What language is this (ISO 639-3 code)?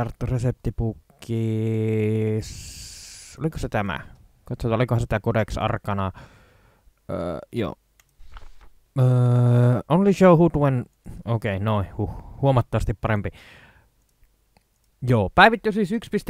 fin